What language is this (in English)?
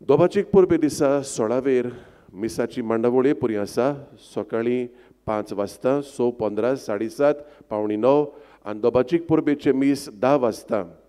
Konkani